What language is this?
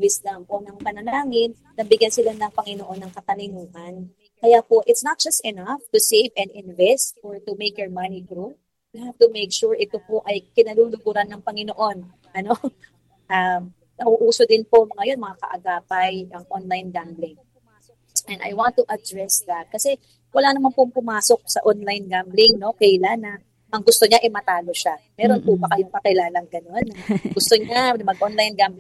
Filipino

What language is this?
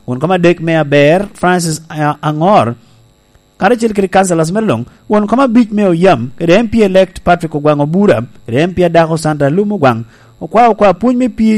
Lango (Uganda)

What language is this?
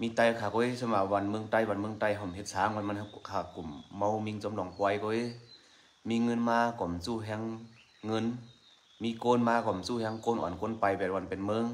Shan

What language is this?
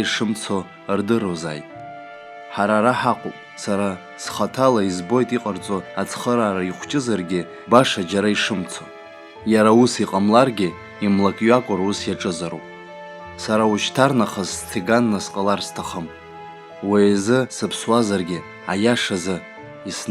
Abkhazian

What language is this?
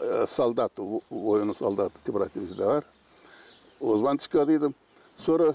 Gagauz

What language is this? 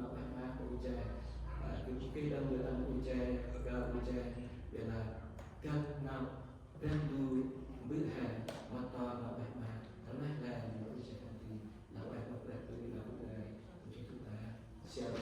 Central Mnong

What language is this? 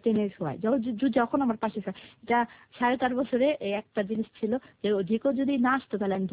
Bangla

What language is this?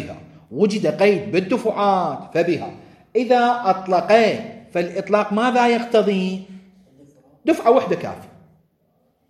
Arabic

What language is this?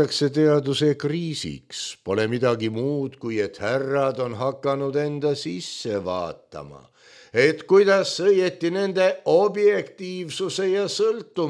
Estonian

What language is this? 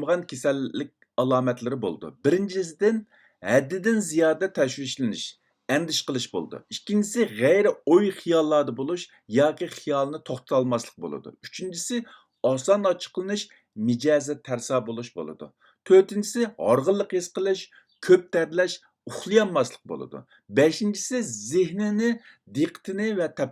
Uyghur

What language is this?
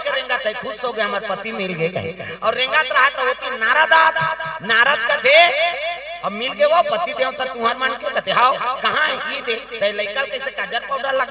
Chhattisgarhi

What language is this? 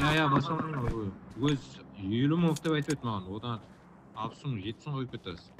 Kara-Kalpak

